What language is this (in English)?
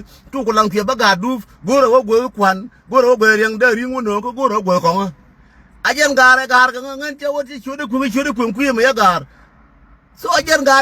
Nuer